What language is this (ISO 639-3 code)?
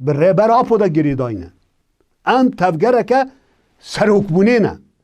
kur